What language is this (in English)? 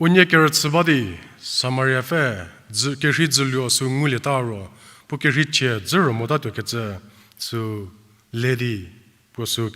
Angami Naga